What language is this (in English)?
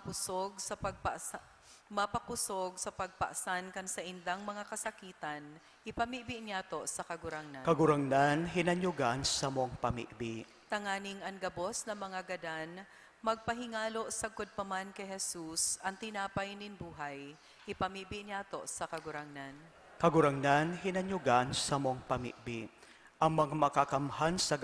Bikol